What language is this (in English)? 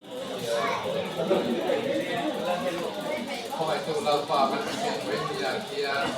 Mizo